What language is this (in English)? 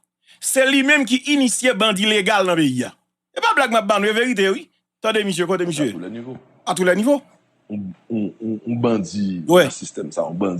Haitian Creole